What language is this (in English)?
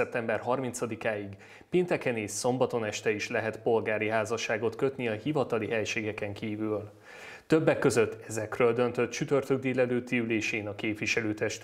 Hungarian